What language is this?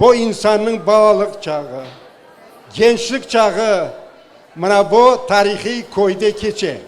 Crimean Tatar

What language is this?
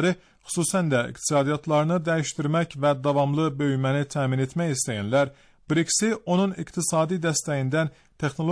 Azerbaijani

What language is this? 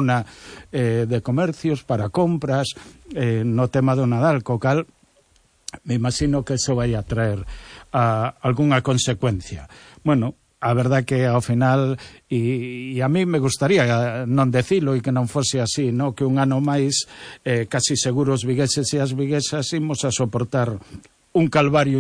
Galician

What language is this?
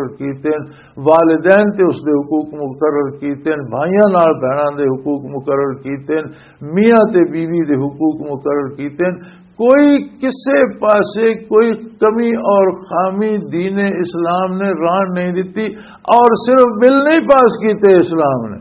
Western Panjabi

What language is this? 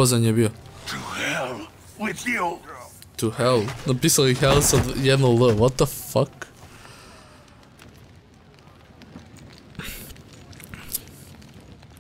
Croatian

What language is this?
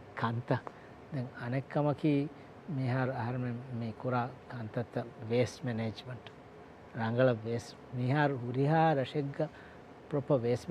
Divehi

